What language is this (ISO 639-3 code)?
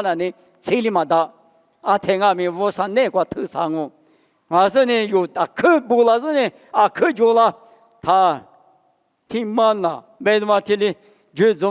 lis